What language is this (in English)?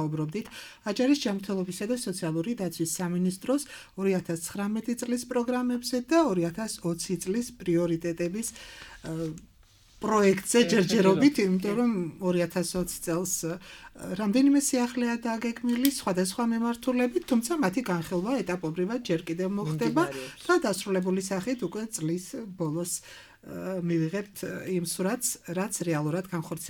Georgian